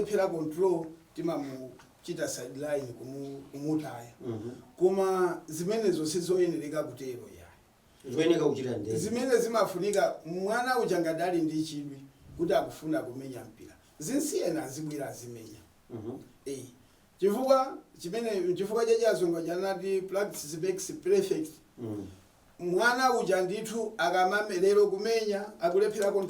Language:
Nyanja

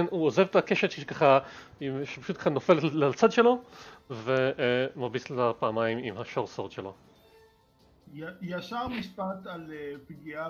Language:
Hebrew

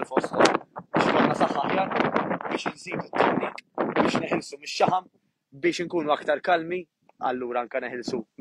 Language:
Maltese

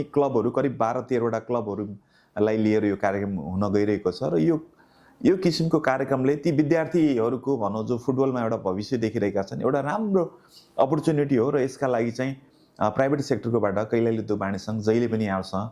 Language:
Nepali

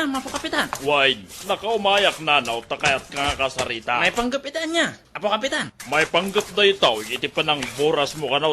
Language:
Iloko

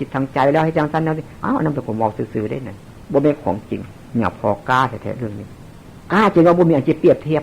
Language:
Northeastern Thai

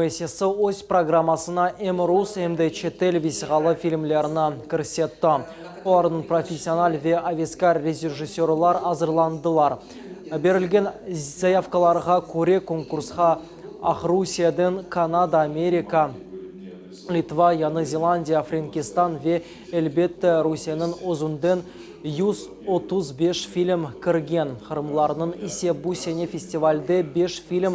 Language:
Crimean Tatar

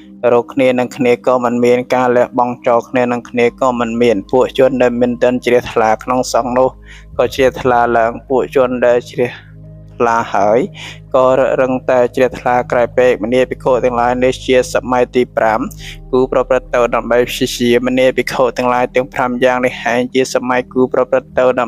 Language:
Khmer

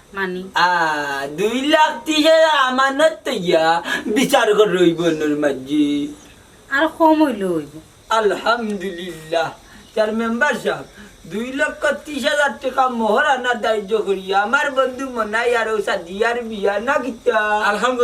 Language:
Sylheti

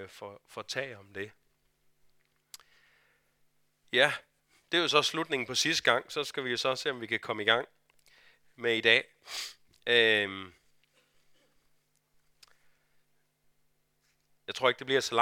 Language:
Danish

